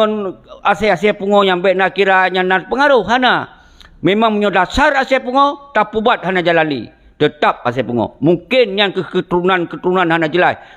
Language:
Achinese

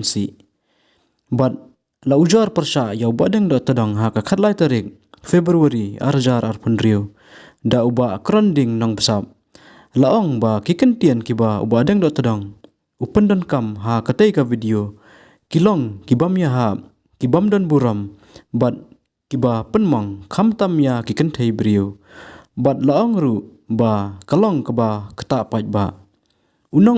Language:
Khasi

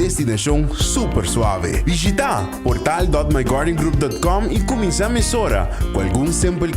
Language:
Papiamento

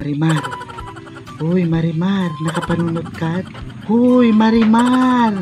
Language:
Iloko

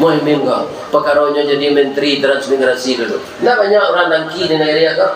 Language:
Minangkabau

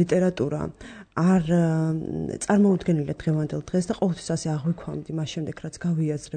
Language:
Georgian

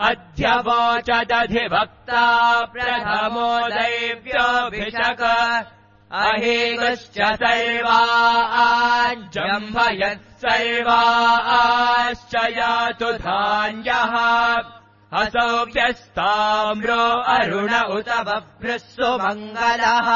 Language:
Sanskrit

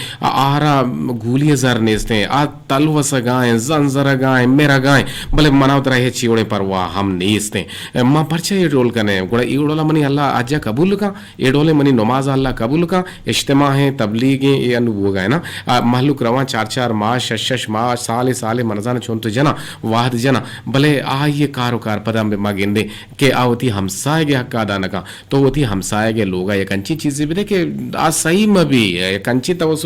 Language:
Eastern Balochi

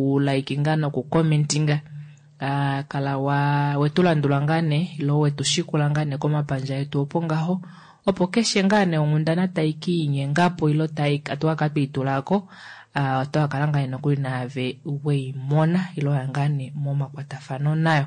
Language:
Kuanyama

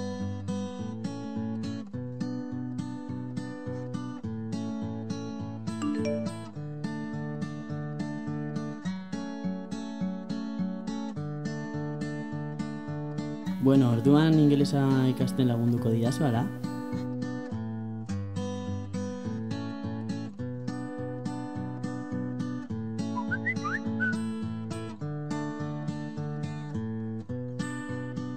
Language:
Basque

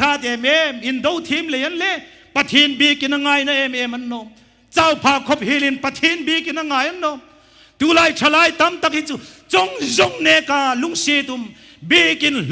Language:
Hmar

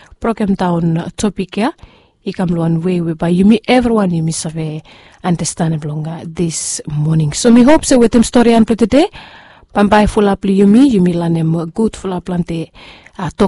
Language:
Bislama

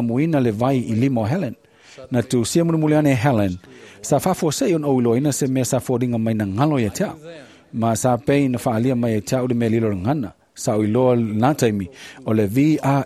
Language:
Samoan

